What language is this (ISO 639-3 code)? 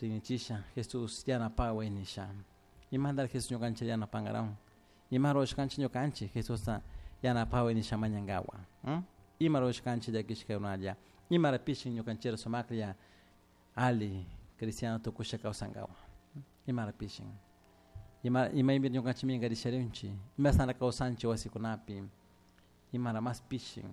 qug